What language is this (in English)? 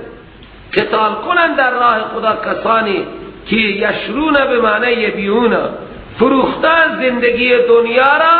Persian